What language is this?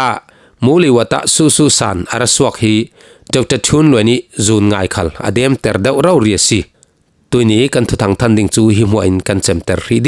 Falam Chin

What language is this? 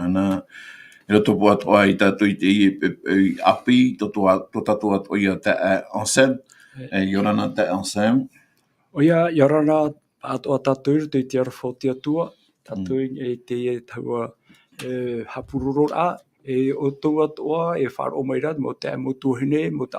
Tahitian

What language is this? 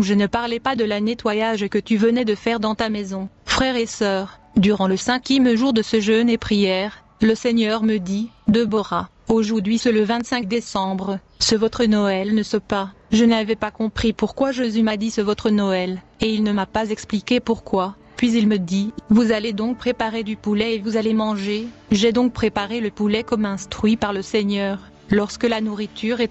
French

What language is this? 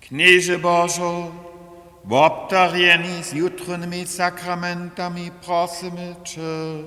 Upper Sorbian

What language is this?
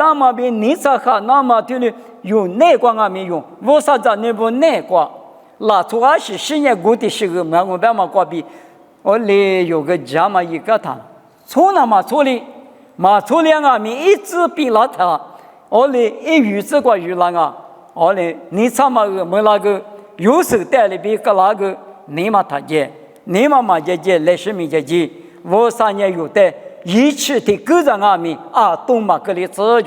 Lisu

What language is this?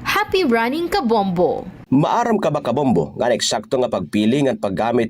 Waray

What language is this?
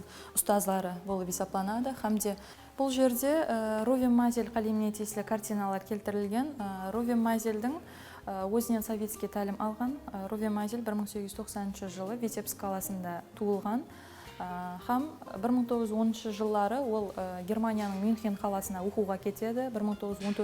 Kara-Kalpak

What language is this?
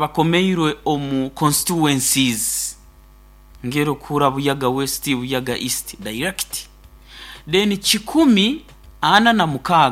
Nyoro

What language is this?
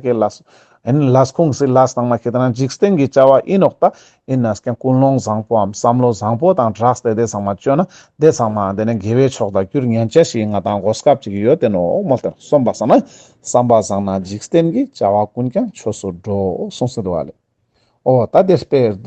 Ladakhi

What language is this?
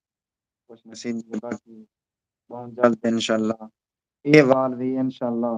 Saraiki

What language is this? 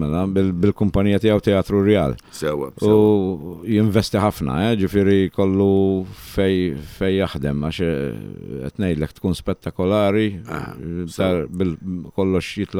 Maltese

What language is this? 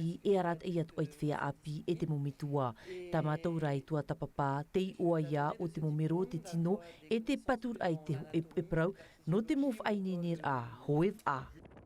Tahitian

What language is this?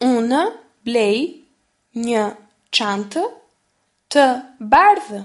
Albanian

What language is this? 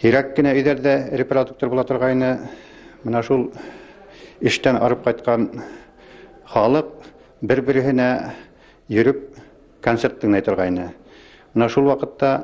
Bashkir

